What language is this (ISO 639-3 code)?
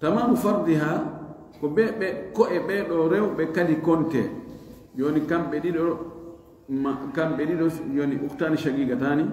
ful